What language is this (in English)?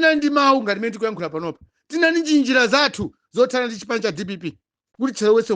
Nyanja